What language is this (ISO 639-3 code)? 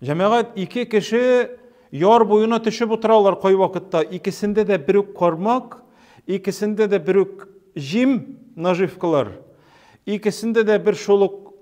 tat